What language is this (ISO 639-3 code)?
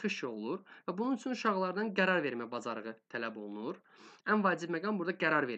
aze